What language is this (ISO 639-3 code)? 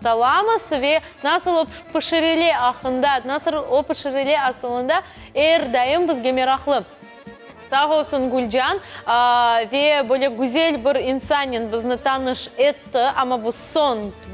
crh